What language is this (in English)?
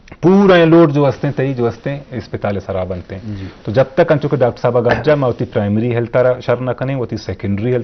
Baluchi